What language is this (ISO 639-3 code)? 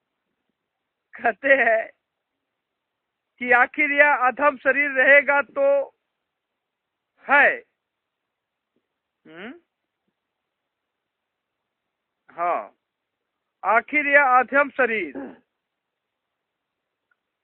hin